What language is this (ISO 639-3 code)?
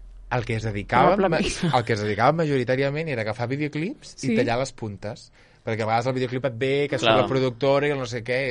cat